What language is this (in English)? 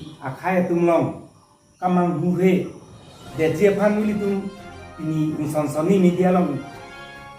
Karbi